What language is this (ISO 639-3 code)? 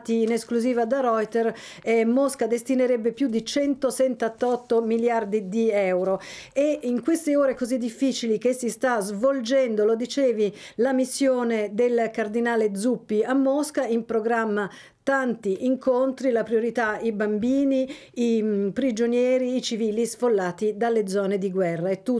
ita